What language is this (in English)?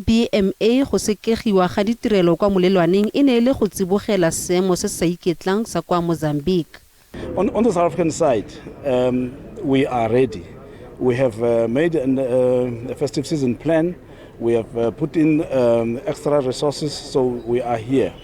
Tswana